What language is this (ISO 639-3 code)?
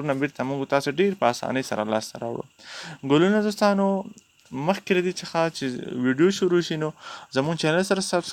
pus